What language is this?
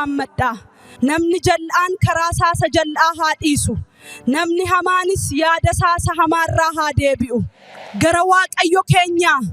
Oromo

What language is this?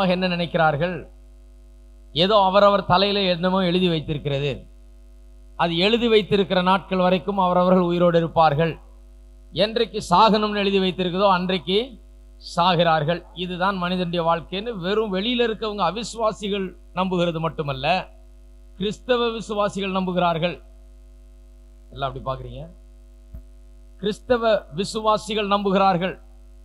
Tamil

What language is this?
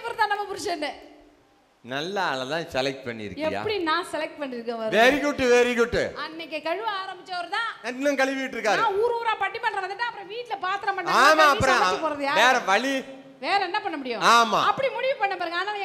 Tamil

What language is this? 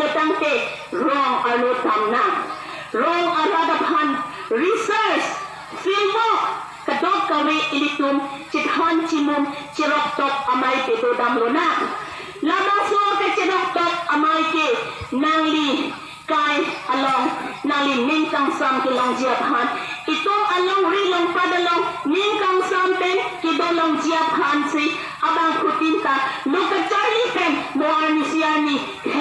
Karbi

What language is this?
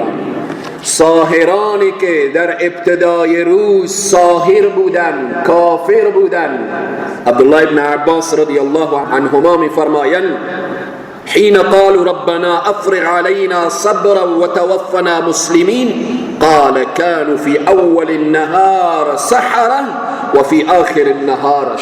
Persian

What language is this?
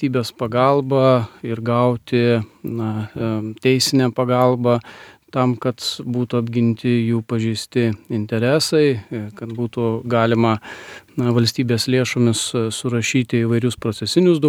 Lithuanian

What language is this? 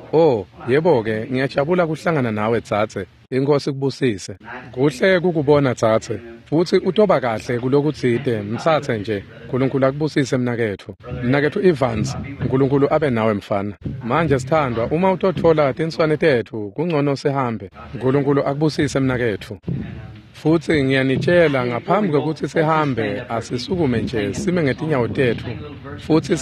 Swati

